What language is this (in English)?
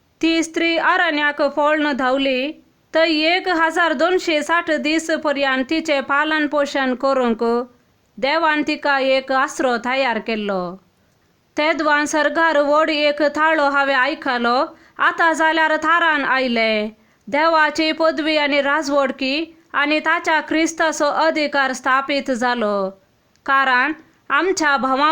Konkani